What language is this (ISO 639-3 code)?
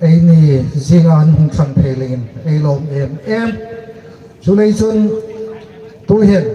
hmr